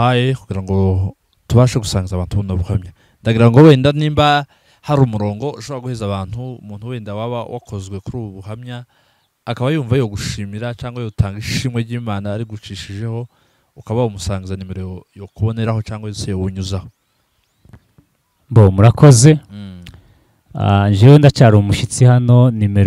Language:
Kinyarwanda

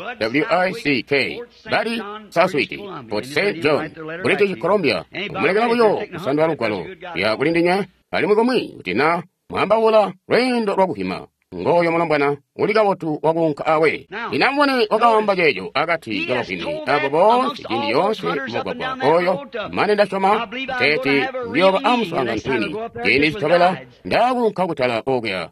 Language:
Tonga (Zambia)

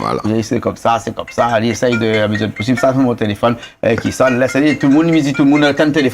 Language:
Réunion Creole French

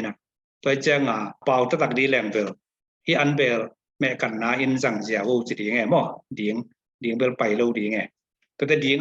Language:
Tedim Chin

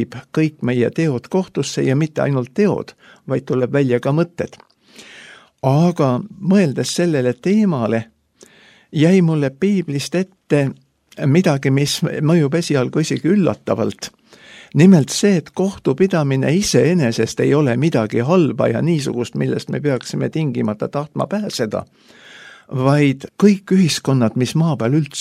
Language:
Estonian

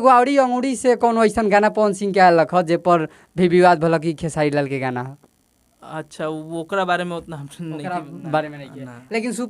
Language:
Bhojpuri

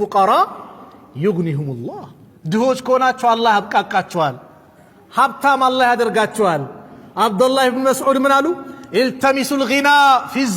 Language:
Amharic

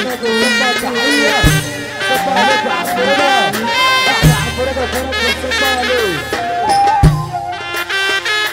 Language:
Egyptian Arabic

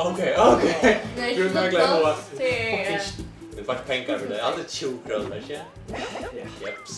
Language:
Faroese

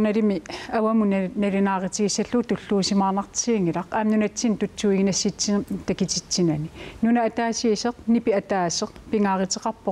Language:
Kalaallisut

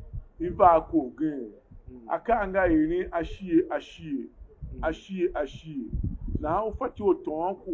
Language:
Tiv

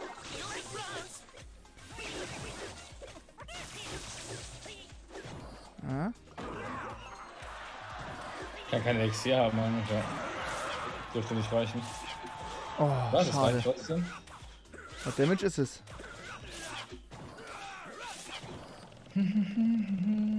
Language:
German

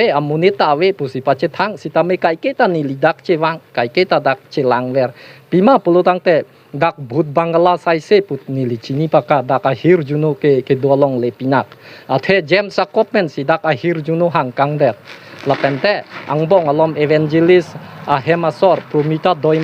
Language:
Karbi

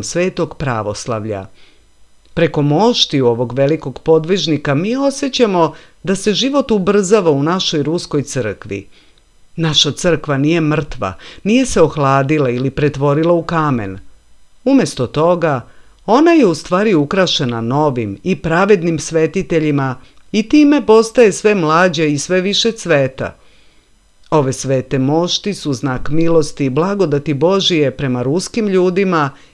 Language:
Serbian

